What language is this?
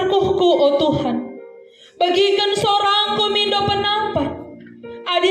Batak Karo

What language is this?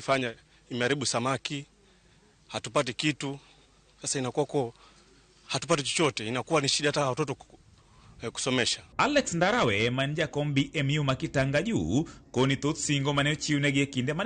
Luo (Kenya and Tanzania)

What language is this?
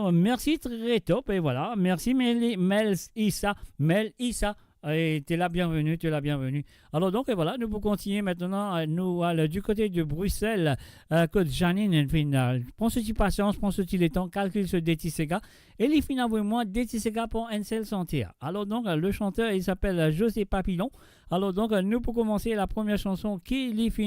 Morisyen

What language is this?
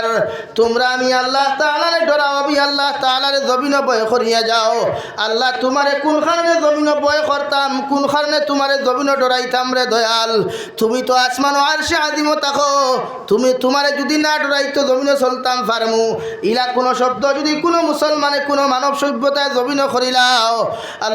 Sylheti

